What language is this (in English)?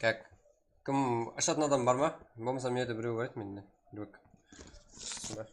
Kara-Kalpak